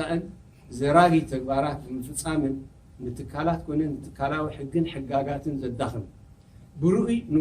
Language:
Tigrinya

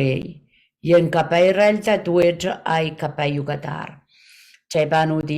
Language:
Pohnpeian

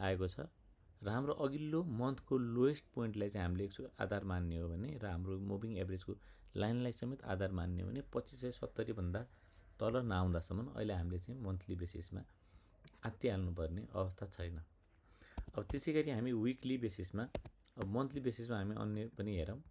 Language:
Nepali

